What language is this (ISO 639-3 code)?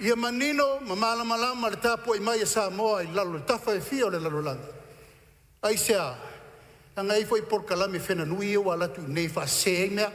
smo